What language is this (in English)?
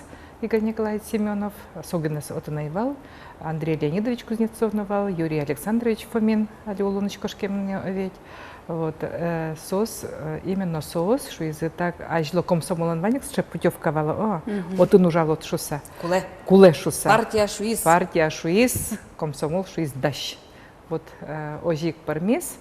Udmurt